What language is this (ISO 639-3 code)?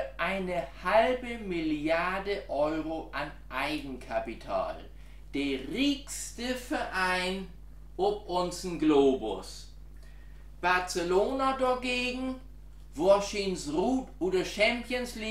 nds